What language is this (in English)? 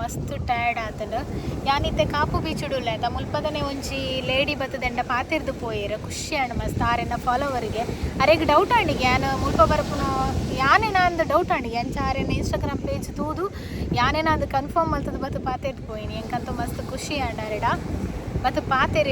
Tulu